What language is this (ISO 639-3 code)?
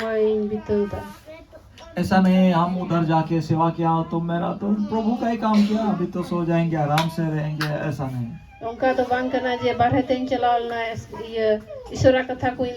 sat